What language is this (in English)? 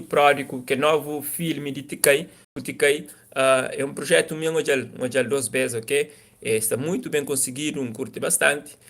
Kabuverdianu